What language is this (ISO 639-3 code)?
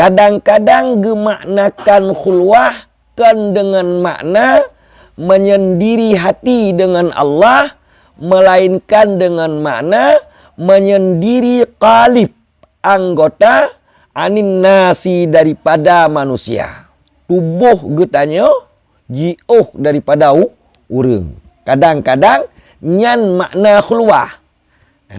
ace